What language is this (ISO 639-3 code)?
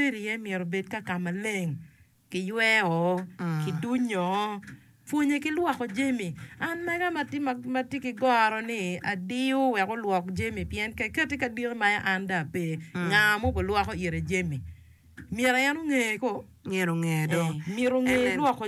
ach